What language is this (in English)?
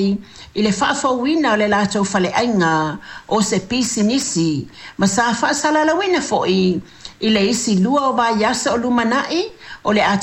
Samoan